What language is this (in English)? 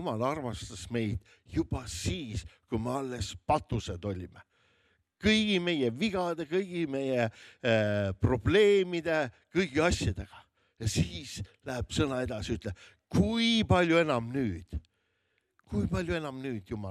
Estonian